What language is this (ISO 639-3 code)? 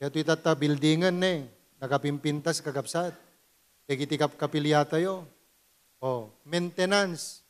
ilo